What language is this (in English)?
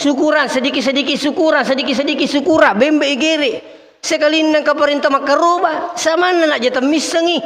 Buginese